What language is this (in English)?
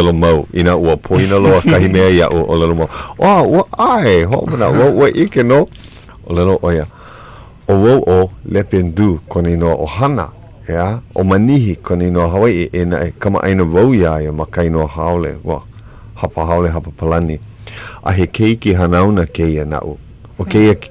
Hawaiian